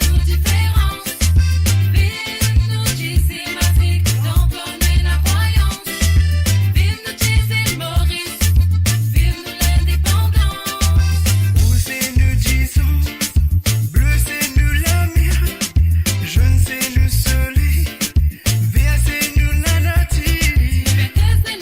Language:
Morisyen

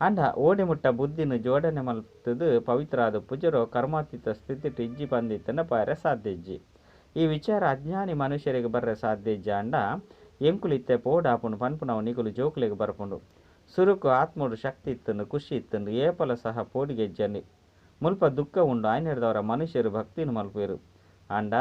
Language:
Tulu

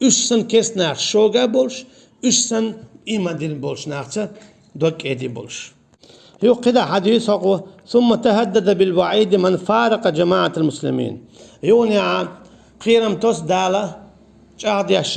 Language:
Chechen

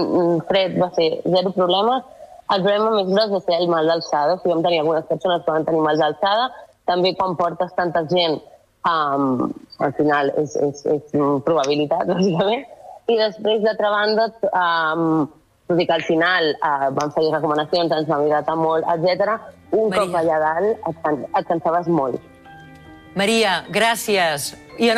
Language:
Catalan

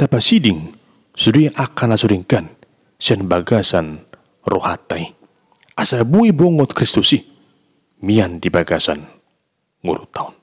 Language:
Batak Toba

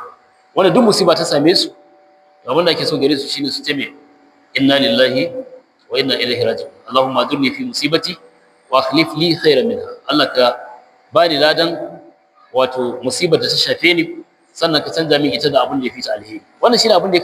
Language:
Hausa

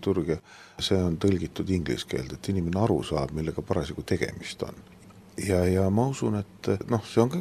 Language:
Estonian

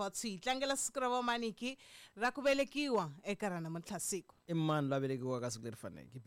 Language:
Tsonga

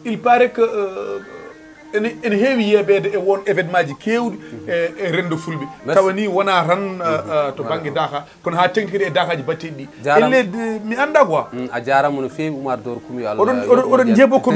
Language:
Fula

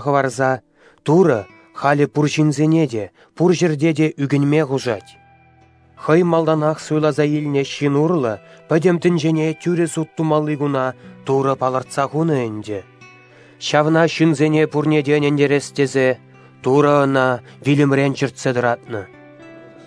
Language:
Chuvash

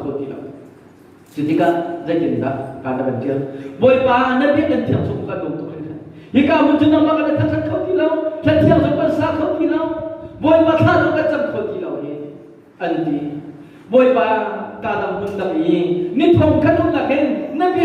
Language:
Hakha Chin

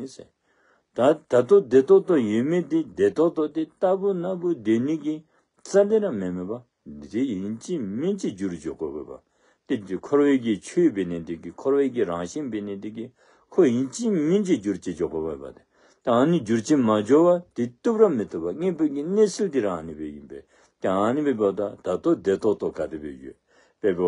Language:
Dzongkha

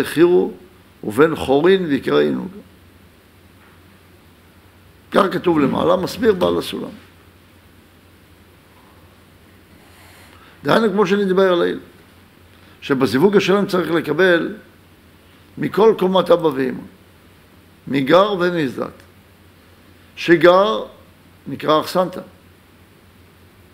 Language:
Hebrew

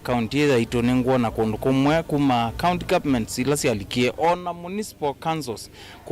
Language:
Kamba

